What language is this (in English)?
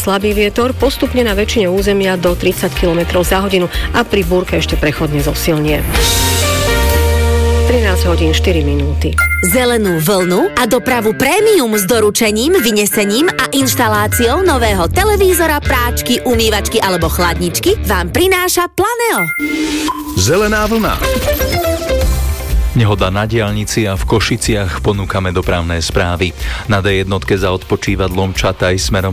Slovak